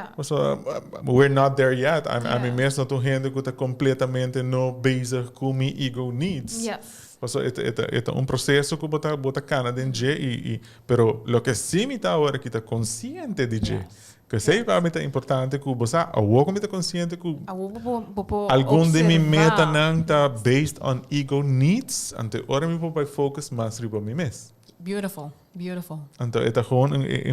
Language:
Papiamento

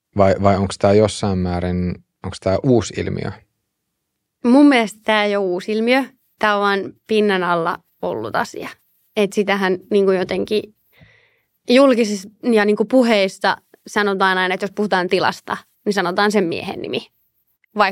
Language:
Finnish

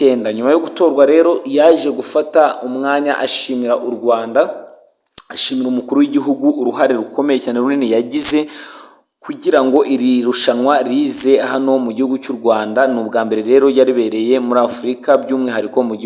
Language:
Kinyarwanda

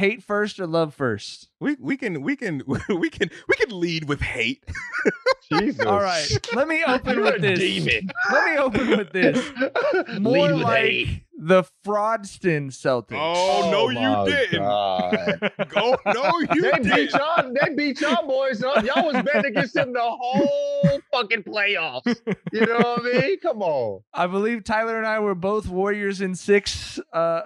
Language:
English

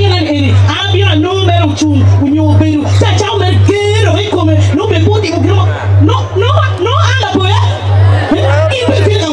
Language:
Acoli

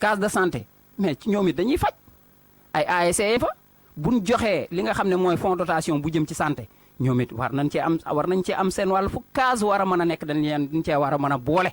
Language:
Wolof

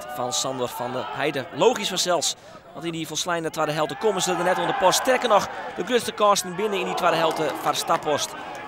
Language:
Western Frisian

